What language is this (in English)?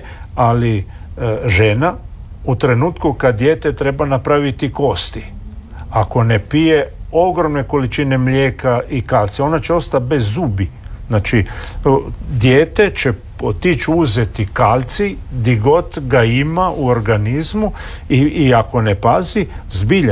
Croatian